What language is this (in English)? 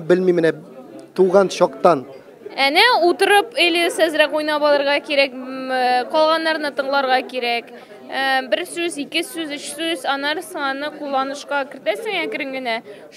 Tatar